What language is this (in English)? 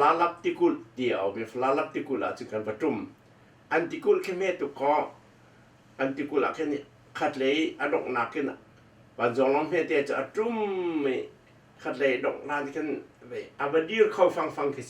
Hakha Chin